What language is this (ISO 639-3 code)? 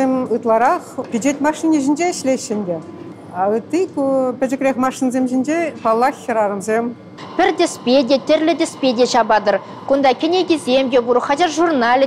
chv